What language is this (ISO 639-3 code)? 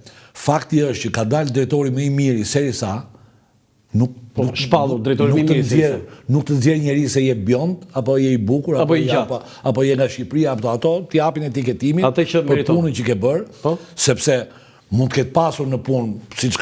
sqi